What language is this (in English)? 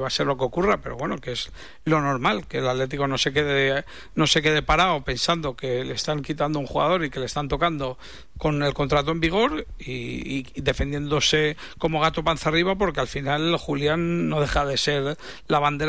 Spanish